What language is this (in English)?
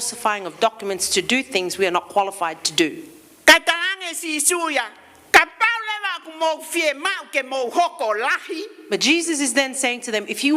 Tongan